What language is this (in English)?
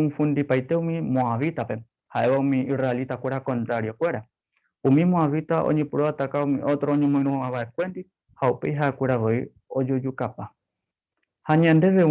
Guarani